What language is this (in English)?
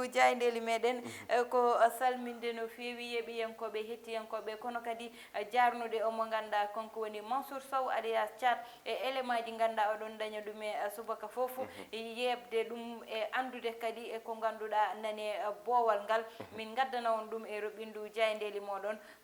Fula